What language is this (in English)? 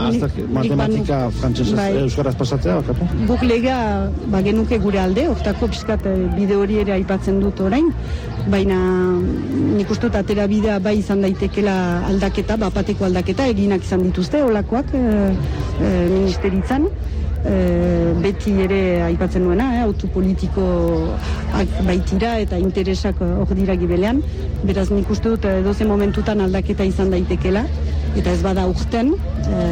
Basque